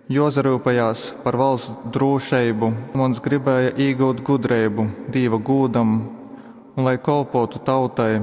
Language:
Latgalian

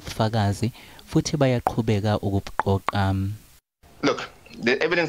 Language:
Zulu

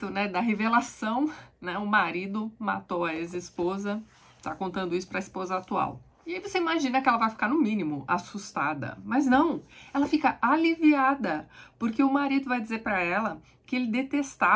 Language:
Portuguese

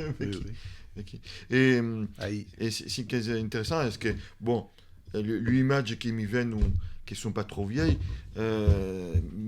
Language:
Occitan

